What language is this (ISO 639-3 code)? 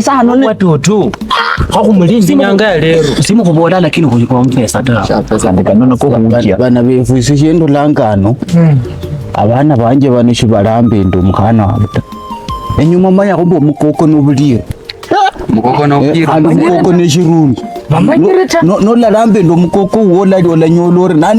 luy